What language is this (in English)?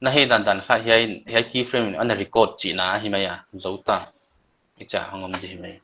Paite Chin